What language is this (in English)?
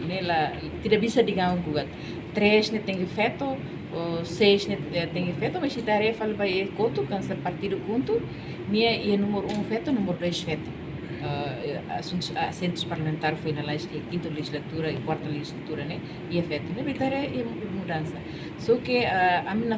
Tetum